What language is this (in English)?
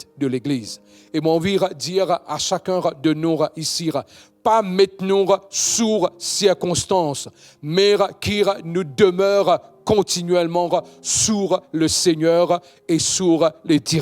Morisyen